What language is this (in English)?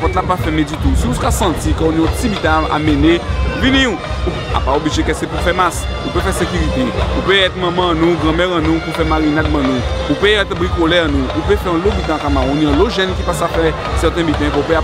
Guadeloupean Creole French